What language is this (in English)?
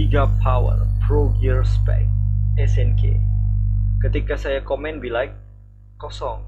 Banjar